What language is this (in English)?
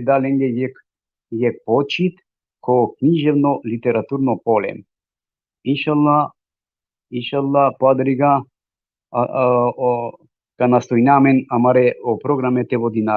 Balkan Romani